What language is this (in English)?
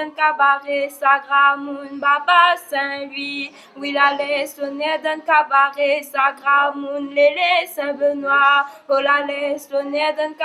Réunion Creole French